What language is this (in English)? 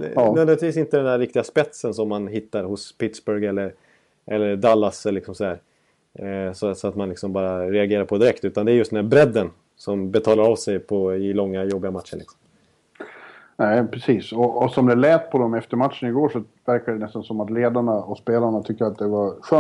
Swedish